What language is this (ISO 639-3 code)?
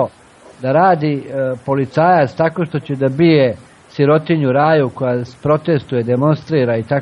srp